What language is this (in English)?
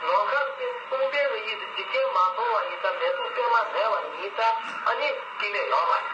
Tibetan